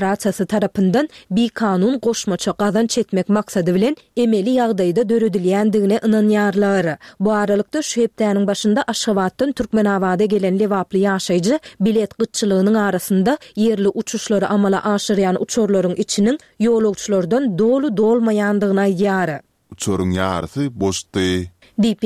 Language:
Turkmen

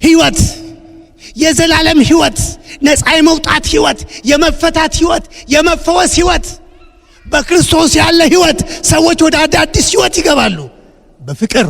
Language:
Amharic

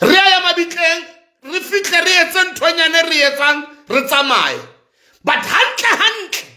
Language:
Southern Sotho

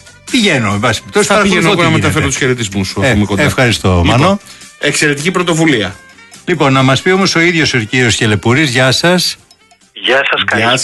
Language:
Greek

